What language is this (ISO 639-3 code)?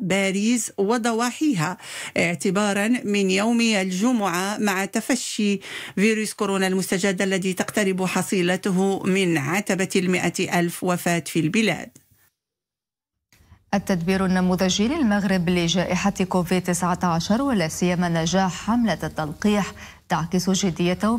ara